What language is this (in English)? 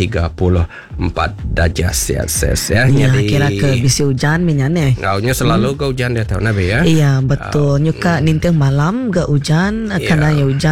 Iban